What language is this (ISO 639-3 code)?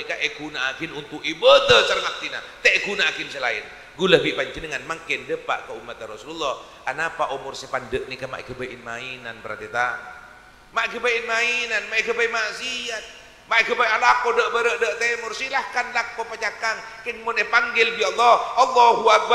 mad